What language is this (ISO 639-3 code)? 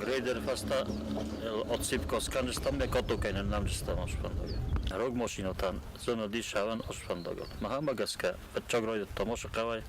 oss